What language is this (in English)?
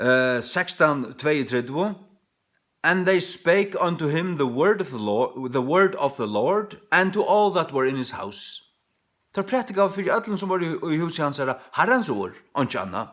Faroese